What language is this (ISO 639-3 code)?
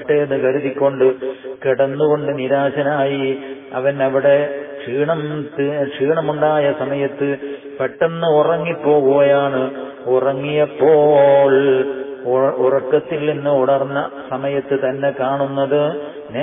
mal